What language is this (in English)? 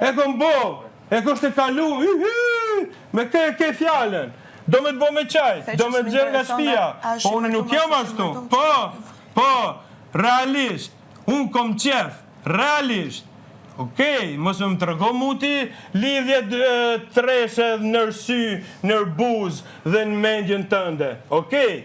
Albanian